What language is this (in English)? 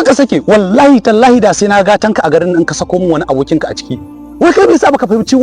Hausa